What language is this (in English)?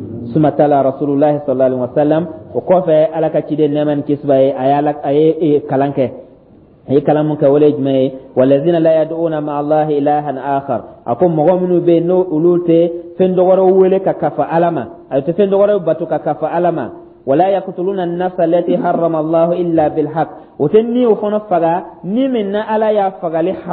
Dyula